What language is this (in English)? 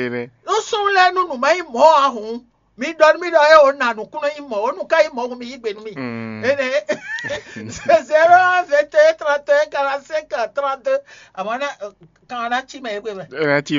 Fon